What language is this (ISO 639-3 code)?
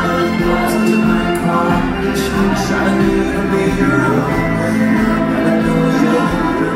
eng